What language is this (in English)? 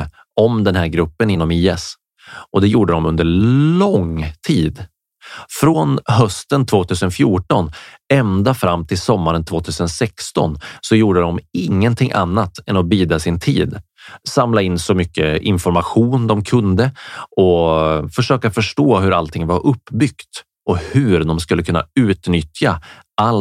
Swedish